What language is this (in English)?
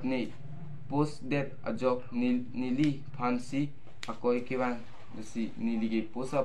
Karbi